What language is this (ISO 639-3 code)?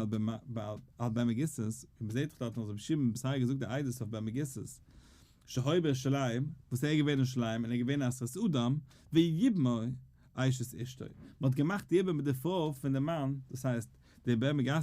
yid